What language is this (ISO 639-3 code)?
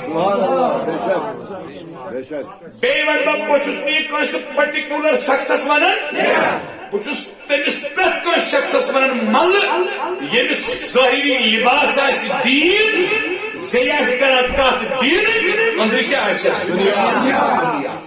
kas